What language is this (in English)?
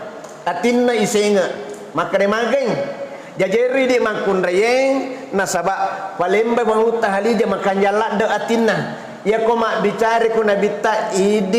Buginese